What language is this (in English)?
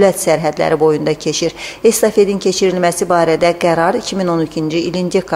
Azerbaijani